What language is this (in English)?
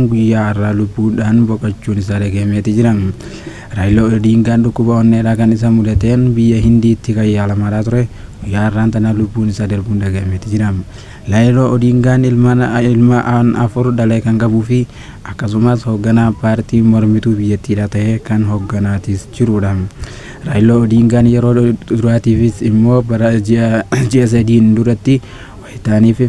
Oromo